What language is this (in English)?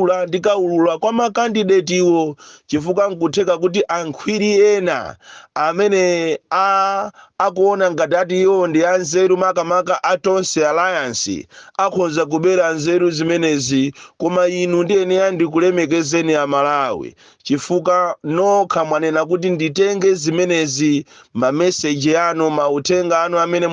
Nyanja